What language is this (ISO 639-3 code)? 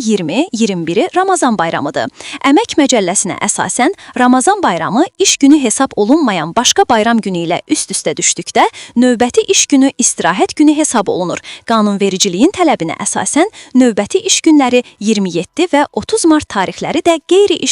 aze